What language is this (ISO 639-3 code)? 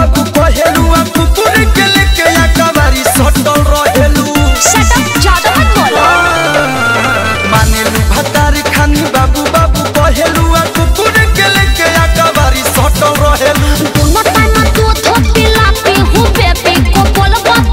bho